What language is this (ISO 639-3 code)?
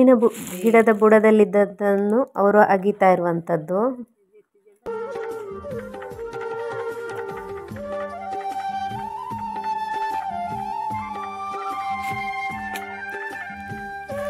kan